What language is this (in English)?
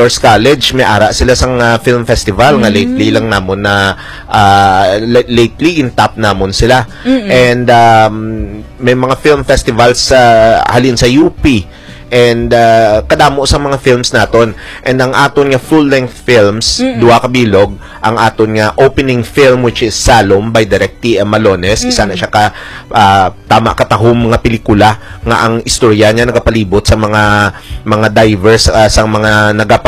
Hiligaynon